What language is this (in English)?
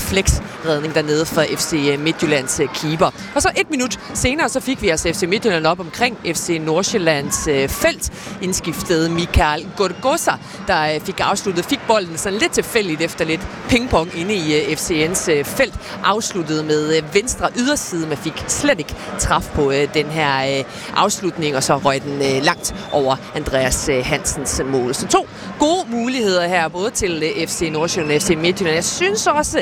Danish